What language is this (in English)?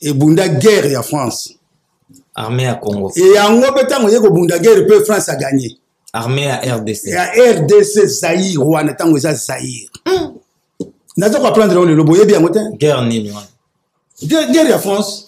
Lingala